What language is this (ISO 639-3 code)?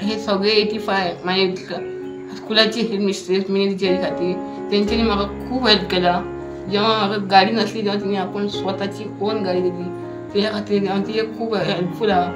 kok